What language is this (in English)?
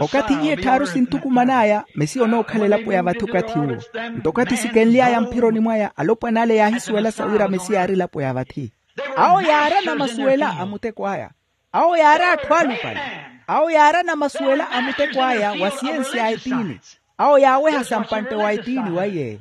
Makhuwa